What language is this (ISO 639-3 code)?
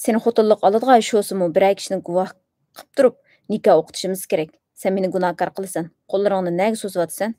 uig